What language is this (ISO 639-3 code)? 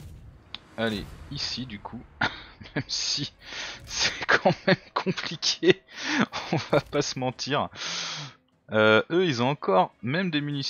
fra